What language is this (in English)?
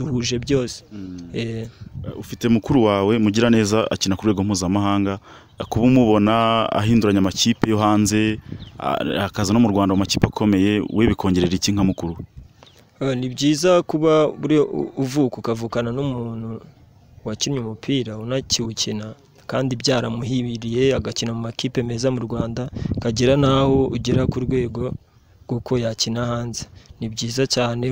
Kinyarwanda